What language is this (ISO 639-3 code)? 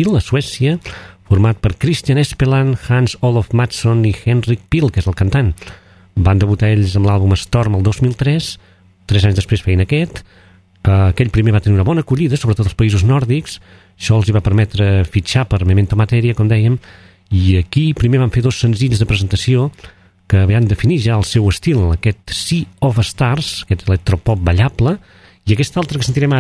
cat